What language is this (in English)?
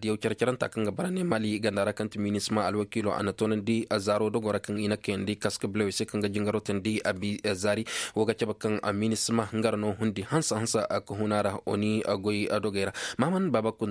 Koyraboro Senni